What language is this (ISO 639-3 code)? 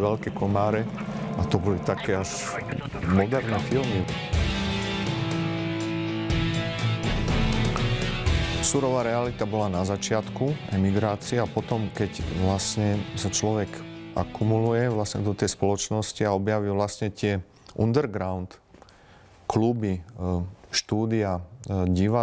slk